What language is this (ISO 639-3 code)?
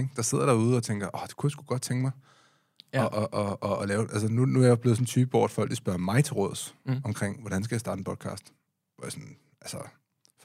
dan